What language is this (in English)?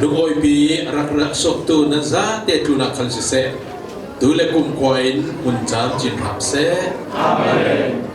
Falam Chin